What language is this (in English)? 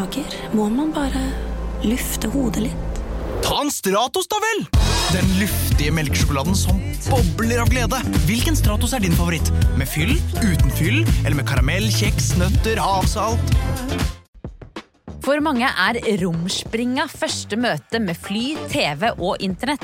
Norwegian